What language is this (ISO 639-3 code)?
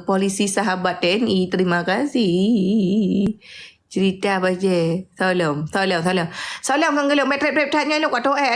ace